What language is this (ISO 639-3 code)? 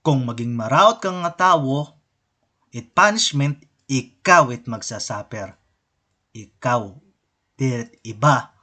war